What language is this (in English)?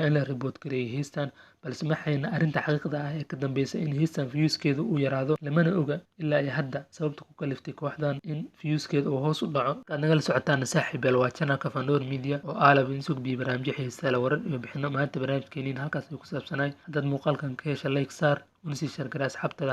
Somali